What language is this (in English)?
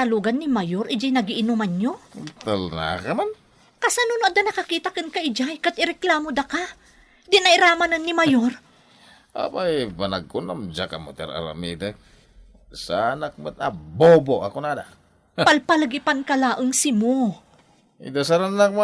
Iloko